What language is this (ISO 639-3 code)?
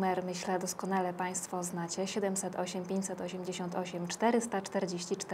pol